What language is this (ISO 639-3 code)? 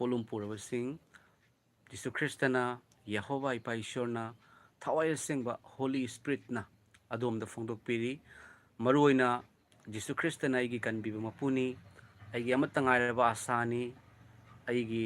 mni